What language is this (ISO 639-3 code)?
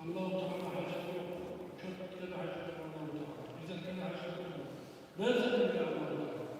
kum